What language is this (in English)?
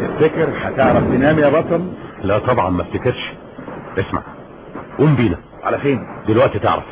Egyptian Arabic